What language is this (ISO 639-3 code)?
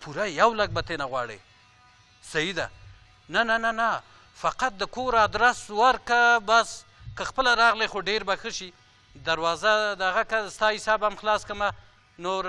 pus